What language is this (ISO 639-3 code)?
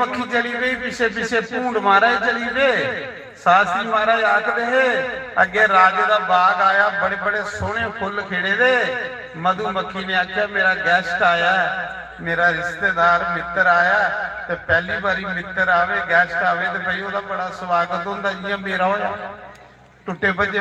doi